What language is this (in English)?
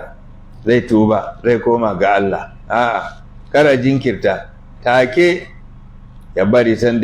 Hausa